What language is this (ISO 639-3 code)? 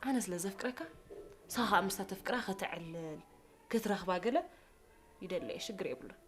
tir